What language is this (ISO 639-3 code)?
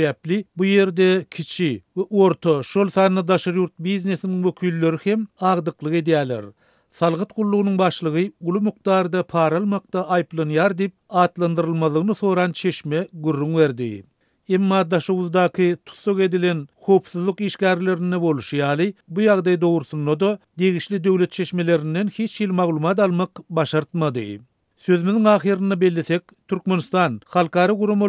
tuk